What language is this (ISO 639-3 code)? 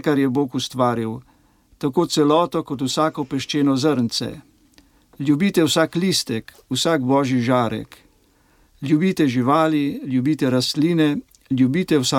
slv